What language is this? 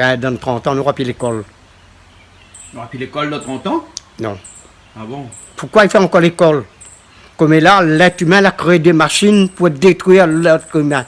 Réunion Creole French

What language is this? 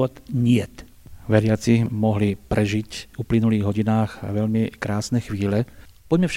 Slovak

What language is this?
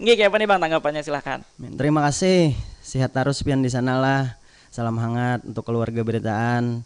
Banjar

